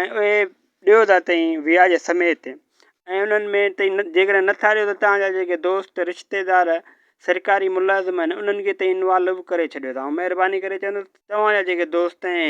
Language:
Sindhi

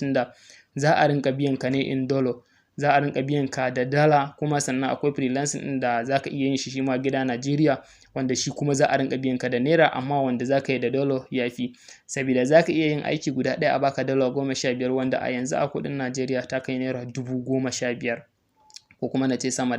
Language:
Hausa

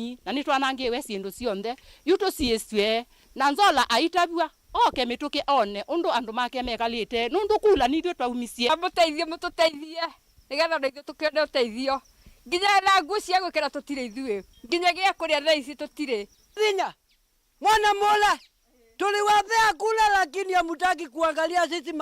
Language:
Kamba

